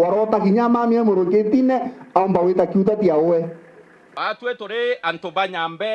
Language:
Meru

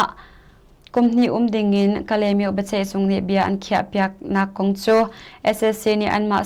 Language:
Hakha Chin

